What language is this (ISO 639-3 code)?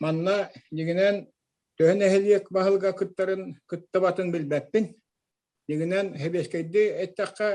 sah